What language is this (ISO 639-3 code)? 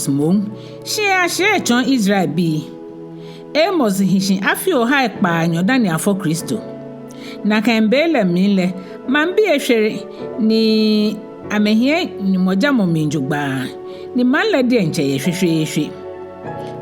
gaa